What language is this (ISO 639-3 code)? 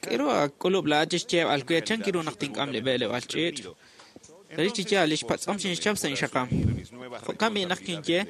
kek